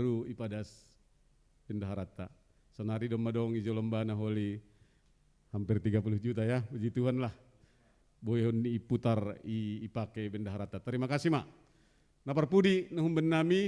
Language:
Batak Simalungun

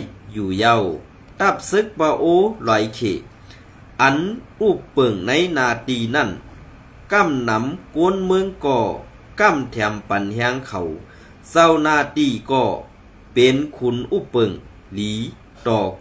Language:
Shan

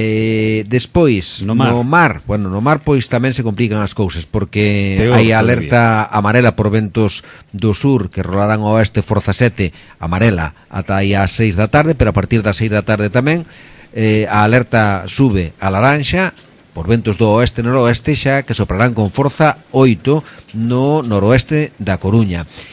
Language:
Galician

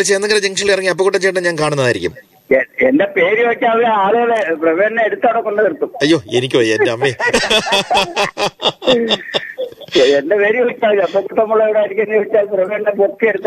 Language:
Malayalam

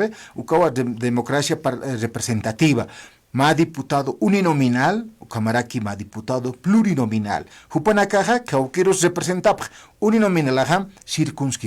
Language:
Aymara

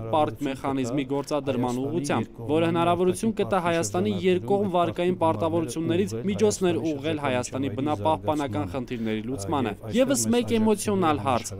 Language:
Armenian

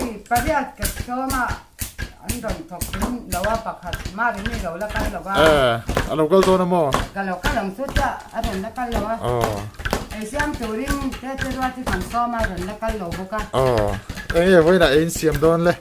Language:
Mizo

